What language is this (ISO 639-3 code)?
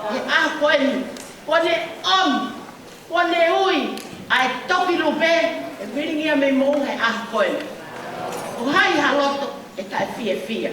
ton